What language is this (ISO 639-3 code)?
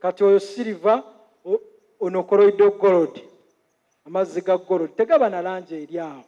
lug